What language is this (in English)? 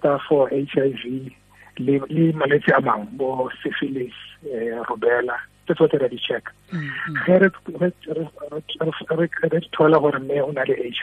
Tswana